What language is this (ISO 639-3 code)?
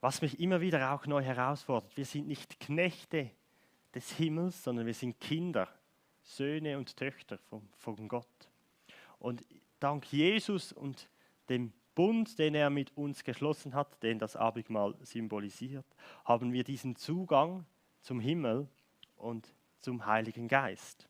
gsw